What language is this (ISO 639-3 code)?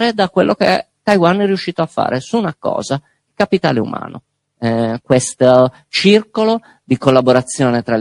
ita